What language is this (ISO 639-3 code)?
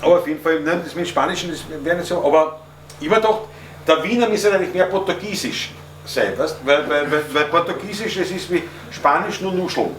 bar